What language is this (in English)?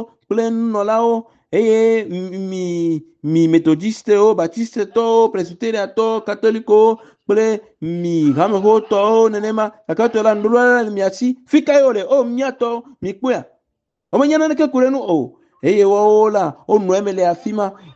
Ewe